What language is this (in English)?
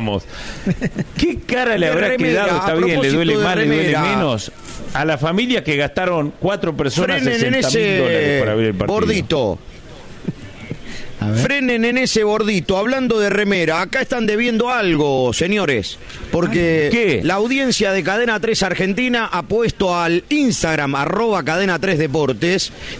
Spanish